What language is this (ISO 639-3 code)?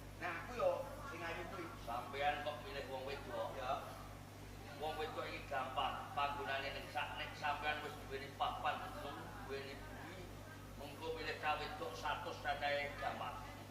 jav